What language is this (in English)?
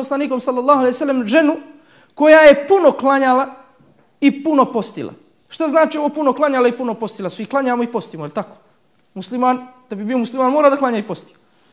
Bosnian